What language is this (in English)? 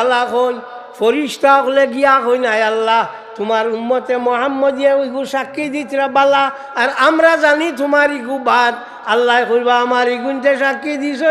Sylheti